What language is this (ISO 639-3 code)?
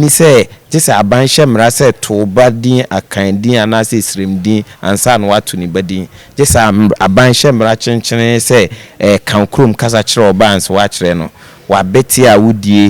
aka